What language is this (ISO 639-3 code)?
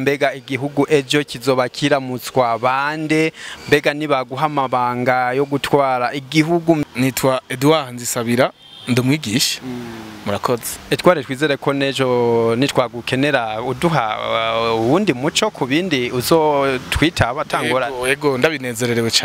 run